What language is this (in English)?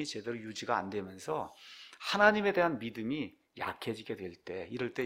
Korean